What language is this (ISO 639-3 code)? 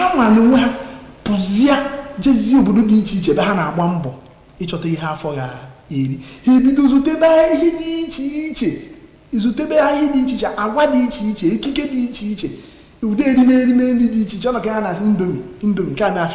ibo